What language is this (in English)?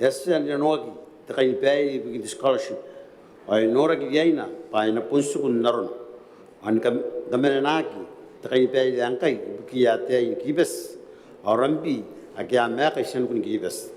Gilbertese